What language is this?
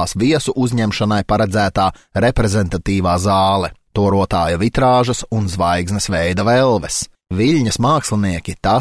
Latvian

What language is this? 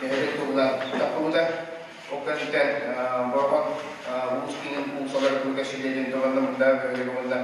Yakut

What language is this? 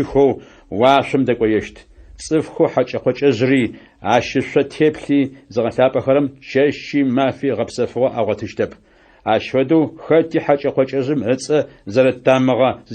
Adyghe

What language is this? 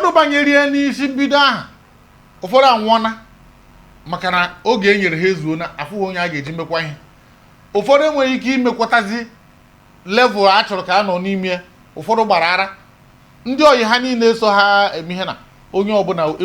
Igbo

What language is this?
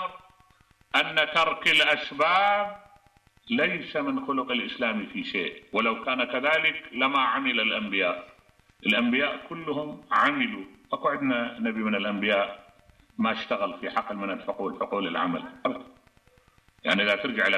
Mesopotamian Arabic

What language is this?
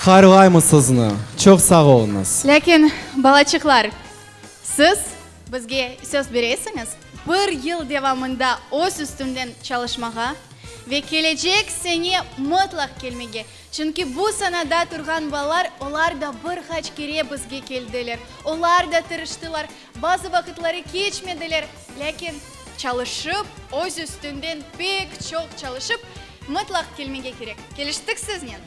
Crimean Tatar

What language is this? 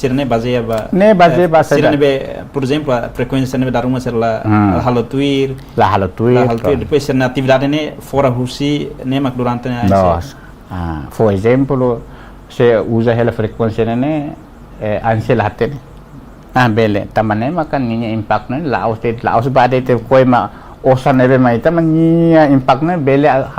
Tetum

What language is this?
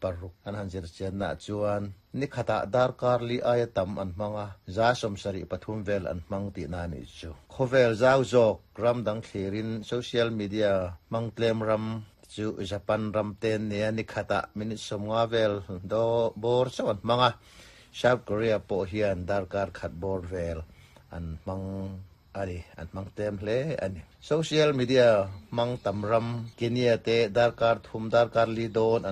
Mizo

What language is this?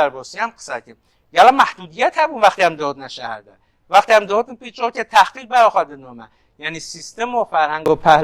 Kurdish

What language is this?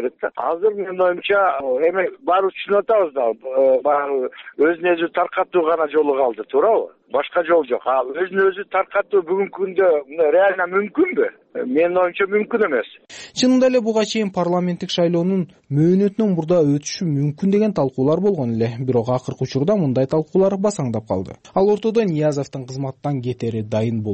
Kyrgyz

